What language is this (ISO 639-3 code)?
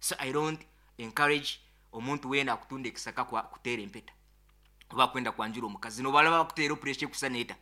nyo